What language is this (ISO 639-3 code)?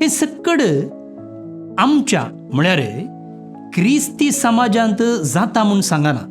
kok